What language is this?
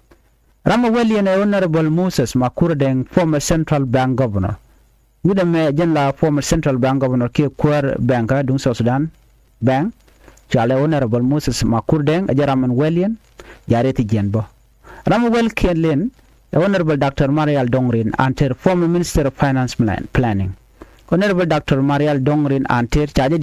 Nuer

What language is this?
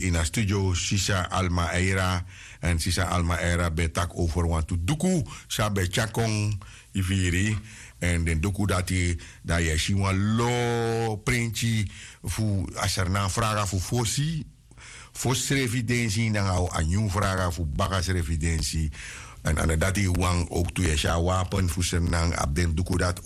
Sranan Tongo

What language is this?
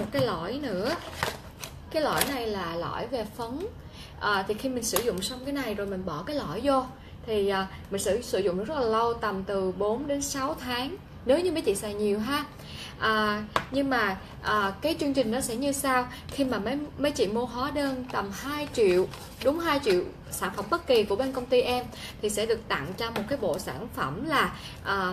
Vietnamese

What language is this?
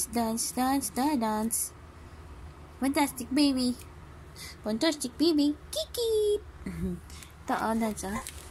Malay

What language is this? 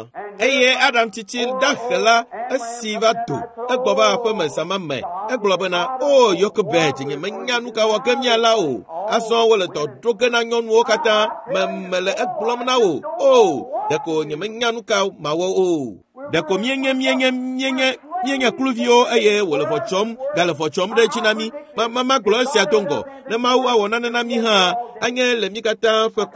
Ewe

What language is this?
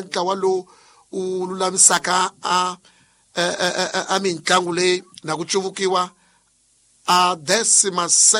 Tsonga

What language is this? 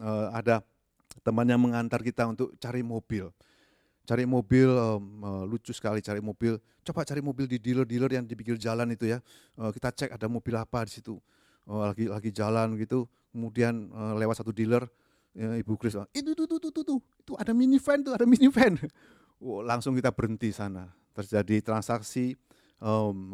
Indonesian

